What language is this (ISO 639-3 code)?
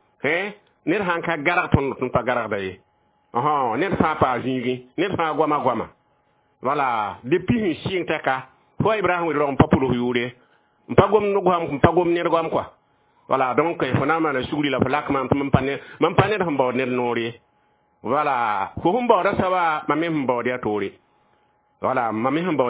mos